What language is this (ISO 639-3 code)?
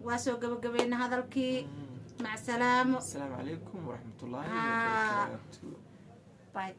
som